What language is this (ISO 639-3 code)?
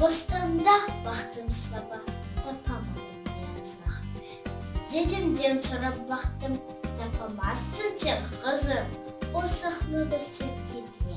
crh